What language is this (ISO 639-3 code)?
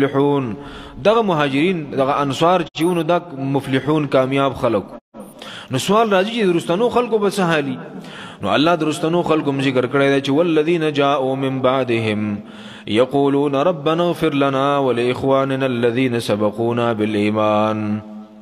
pus